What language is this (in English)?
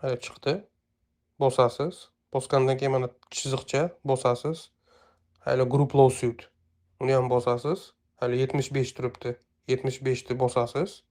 Uzbek